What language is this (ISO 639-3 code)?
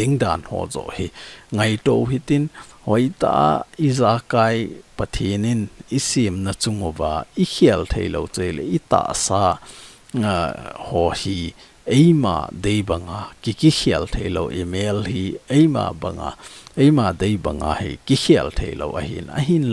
tcz